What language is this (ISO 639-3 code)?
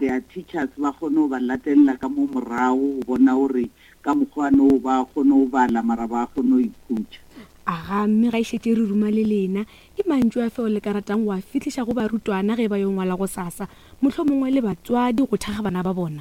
nso